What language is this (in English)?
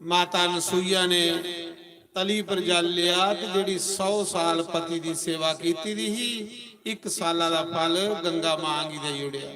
Dogri